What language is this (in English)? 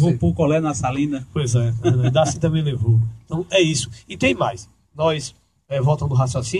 Portuguese